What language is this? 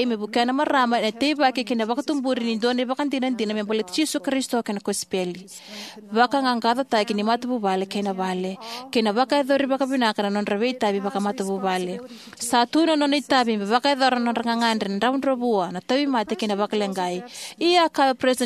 Fijian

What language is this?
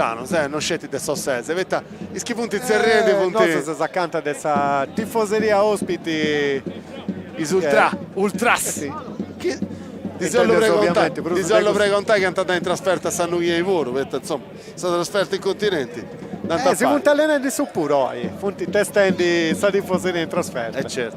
Sardinian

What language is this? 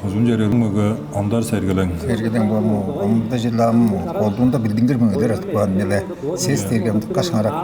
Tuvinian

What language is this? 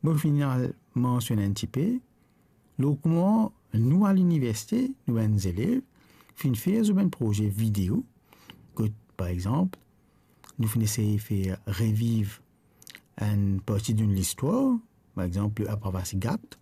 Morisyen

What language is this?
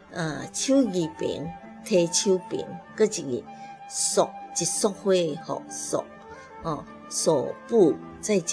Min Nan Chinese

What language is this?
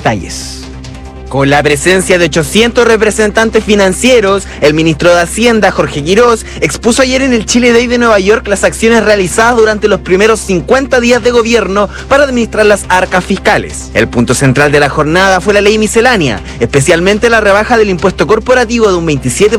Spanish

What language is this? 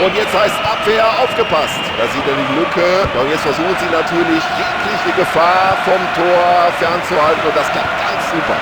Bavarian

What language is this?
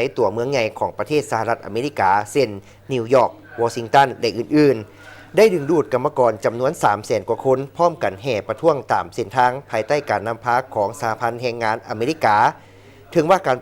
Lao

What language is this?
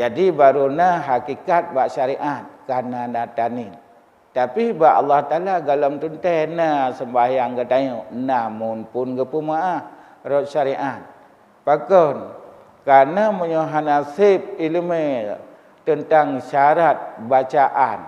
Achinese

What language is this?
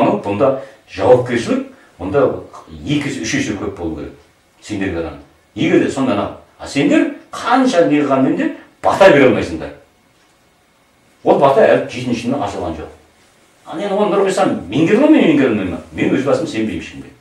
Kazakh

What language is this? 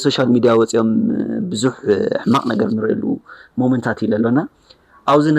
Tigrinya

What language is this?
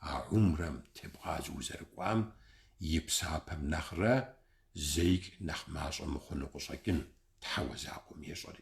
Kabardian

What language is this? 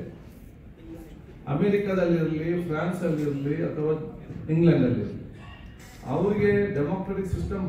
Kannada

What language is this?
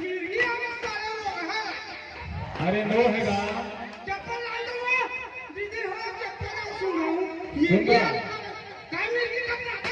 Chhattisgarhi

